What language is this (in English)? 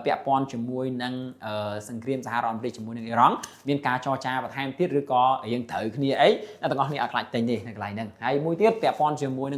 Khmer